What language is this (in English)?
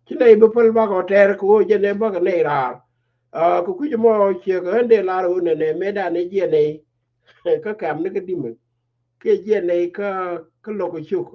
Nuer